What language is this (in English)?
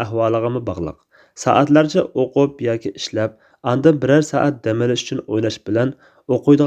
Uyghur